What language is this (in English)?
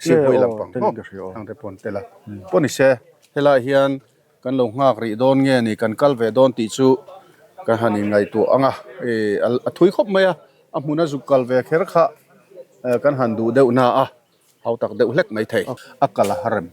Mizo